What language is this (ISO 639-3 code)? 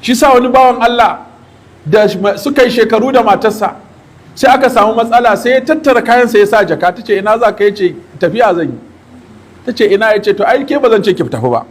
hau